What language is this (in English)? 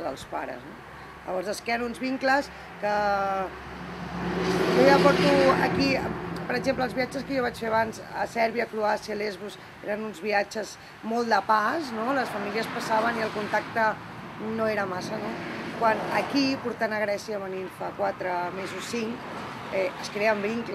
Catalan